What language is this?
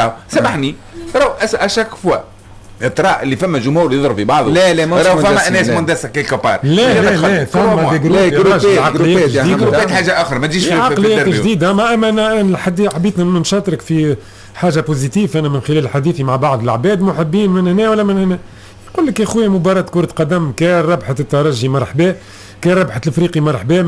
Tunisian Arabic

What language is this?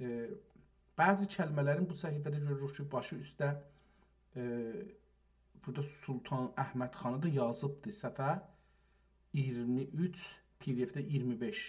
South Azerbaijani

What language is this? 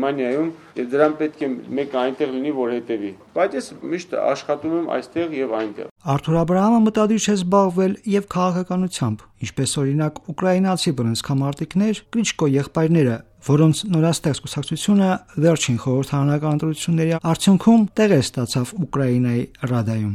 Armenian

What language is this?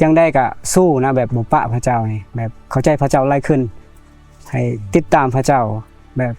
Lao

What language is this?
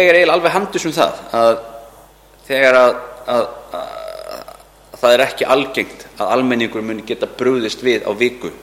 Icelandic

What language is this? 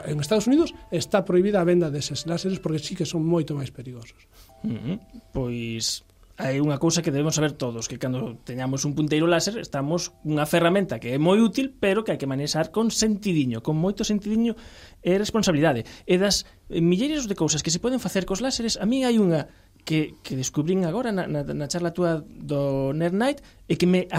Galician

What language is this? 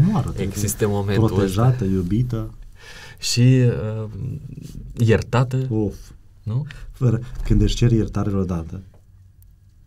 Romanian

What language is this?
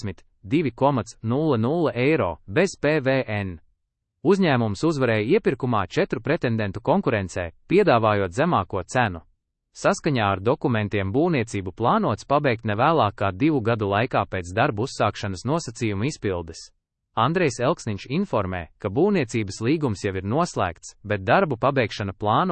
Latvian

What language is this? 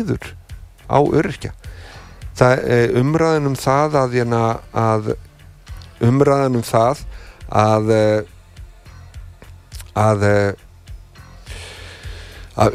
Icelandic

